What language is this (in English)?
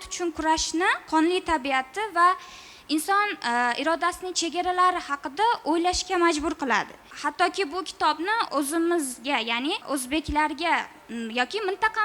Uzbek